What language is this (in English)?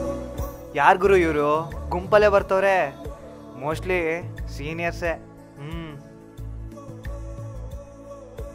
Kannada